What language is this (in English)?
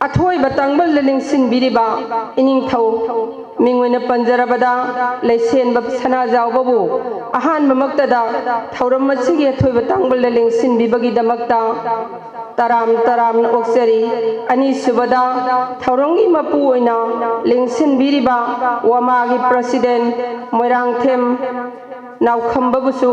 Manipuri